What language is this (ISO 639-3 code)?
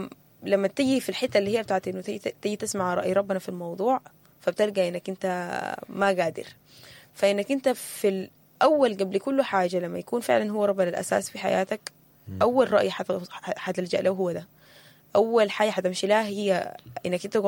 apd